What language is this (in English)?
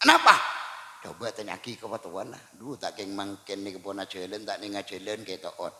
Madurese